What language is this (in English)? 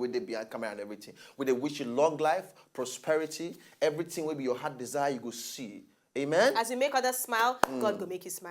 Nigerian Pidgin